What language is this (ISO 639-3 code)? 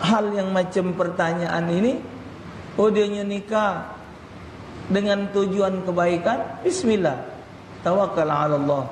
mui